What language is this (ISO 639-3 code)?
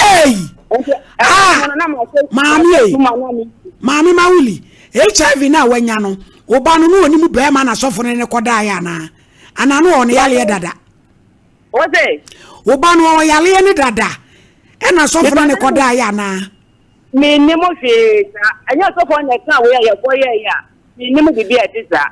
aka